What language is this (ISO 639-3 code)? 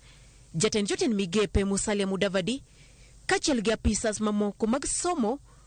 luo